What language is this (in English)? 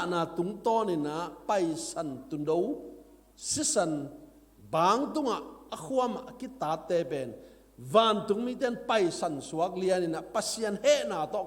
Tedim Chin